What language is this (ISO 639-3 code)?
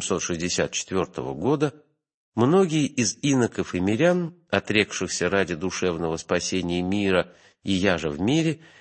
rus